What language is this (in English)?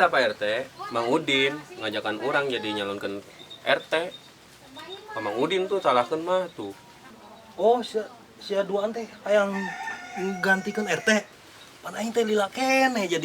Sundanese